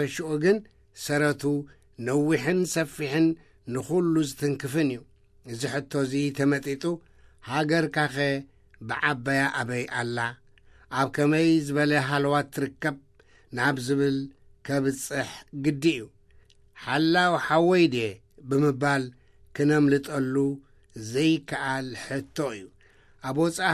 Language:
Tigrinya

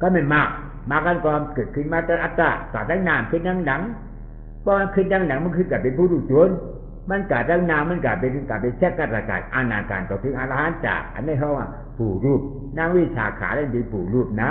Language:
Shan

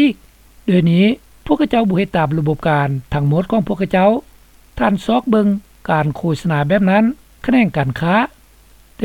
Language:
Lao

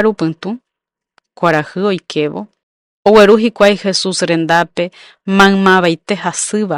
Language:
Guarani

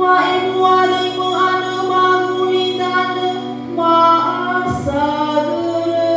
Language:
Nias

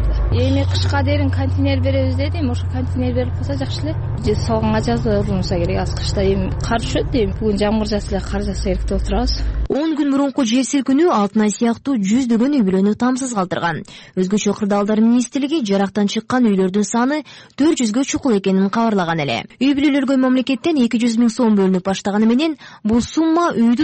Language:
Kyrgyz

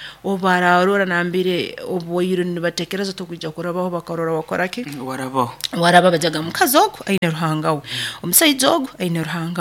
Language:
Nyoro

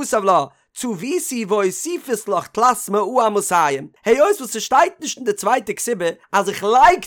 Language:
Yiddish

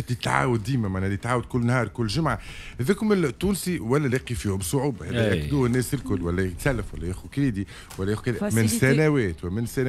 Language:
Tunisian Arabic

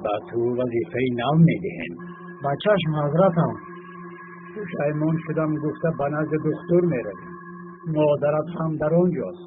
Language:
Tajik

